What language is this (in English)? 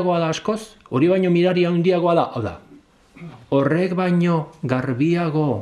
Basque